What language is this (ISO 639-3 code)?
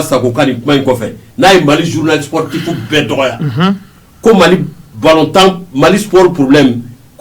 bam